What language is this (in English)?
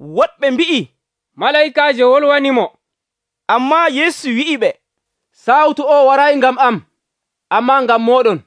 Nigerian Fulfulde